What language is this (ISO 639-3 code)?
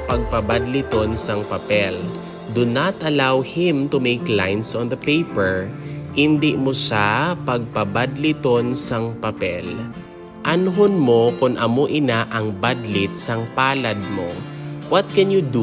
hil